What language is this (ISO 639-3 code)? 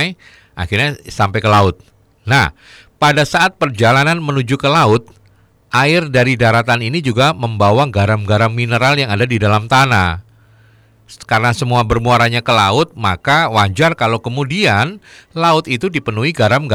ind